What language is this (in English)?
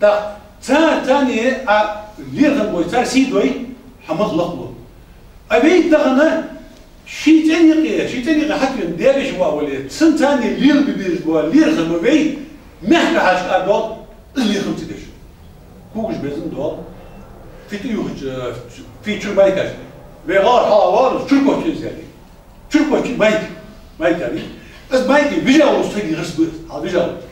Ingush